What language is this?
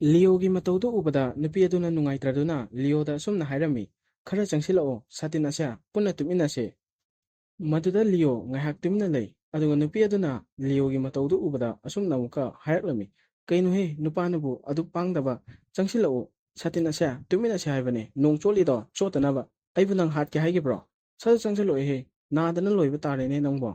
Manipuri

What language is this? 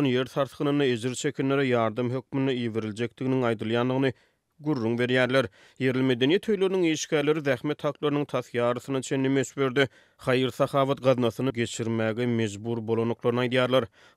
Turkmen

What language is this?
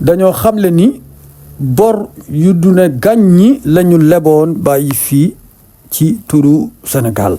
Wolof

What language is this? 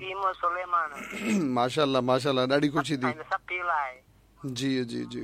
Sindhi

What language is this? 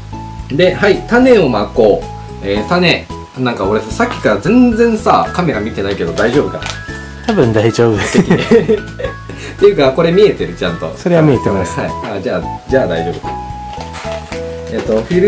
Japanese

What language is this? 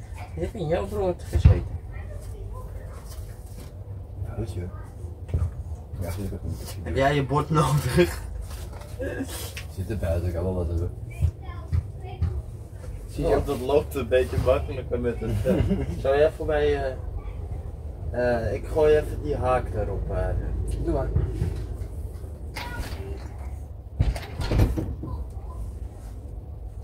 Dutch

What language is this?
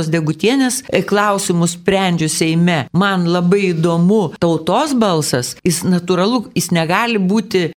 Lithuanian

